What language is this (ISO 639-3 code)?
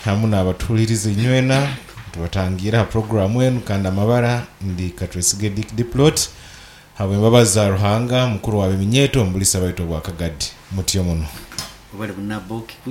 nyo